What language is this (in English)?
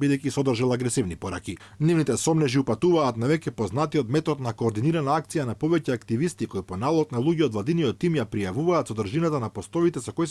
Macedonian